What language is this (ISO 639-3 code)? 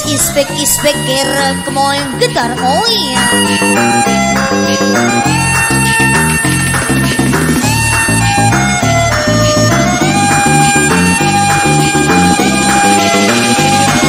msa